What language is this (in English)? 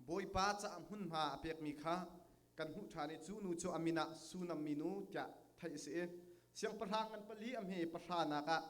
Hakha Chin